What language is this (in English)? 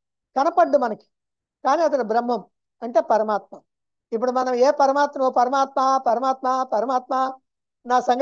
Telugu